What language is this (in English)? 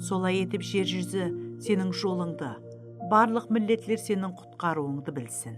Kara-Kalpak